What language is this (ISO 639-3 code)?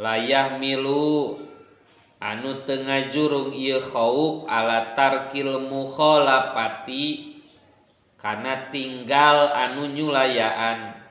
sun